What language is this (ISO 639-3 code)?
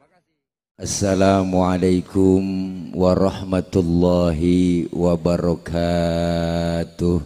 bew